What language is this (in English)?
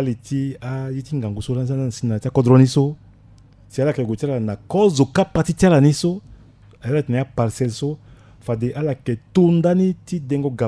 Sango